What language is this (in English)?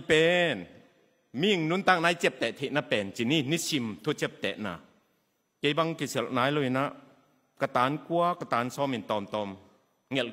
Tedim Chin